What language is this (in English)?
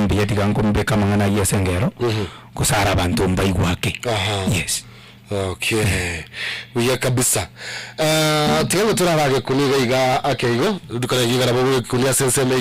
Gusii